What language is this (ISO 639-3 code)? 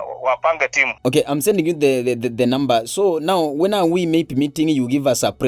guz